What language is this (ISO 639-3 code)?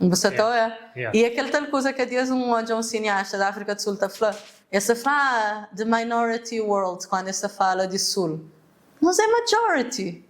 kea